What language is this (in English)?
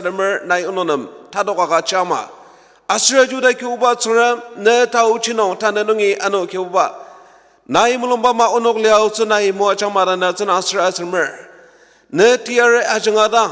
Ao Naga